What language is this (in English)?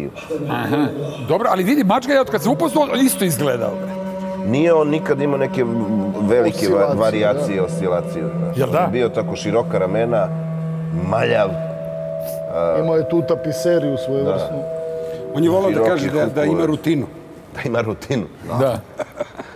Serbian